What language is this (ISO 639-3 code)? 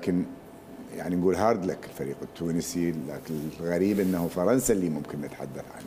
acm